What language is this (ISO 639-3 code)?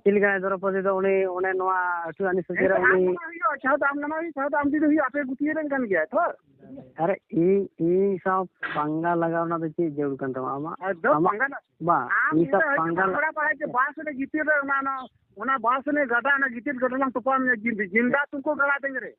sat